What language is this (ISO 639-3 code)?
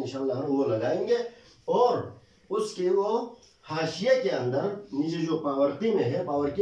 urd